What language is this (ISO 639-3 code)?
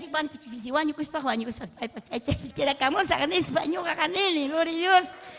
quy